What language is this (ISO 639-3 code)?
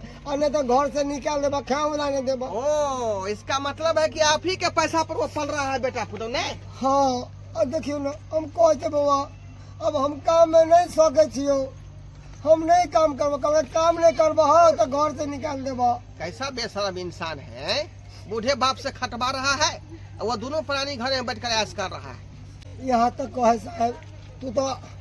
mai